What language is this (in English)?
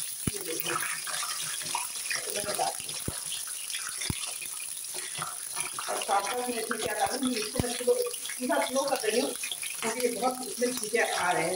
Hindi